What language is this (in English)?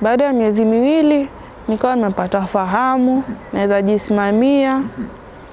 Swahili